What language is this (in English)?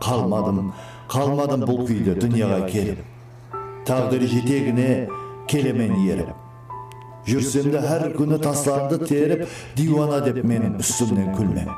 Kara-Kalpak